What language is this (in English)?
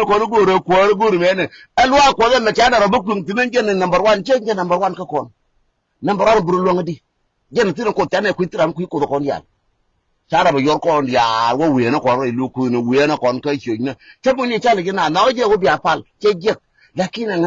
Nuer